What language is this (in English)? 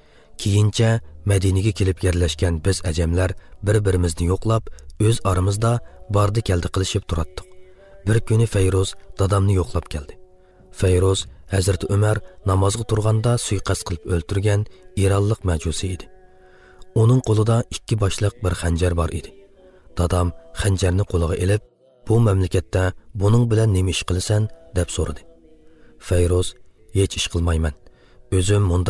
Uzbek